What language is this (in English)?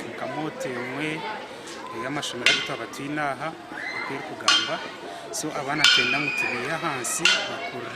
Nyankole